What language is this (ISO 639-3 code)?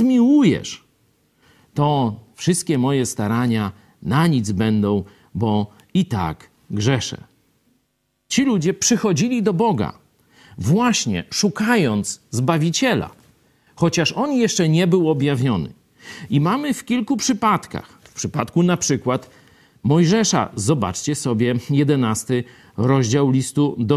pol